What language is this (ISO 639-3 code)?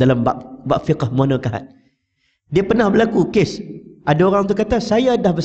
msa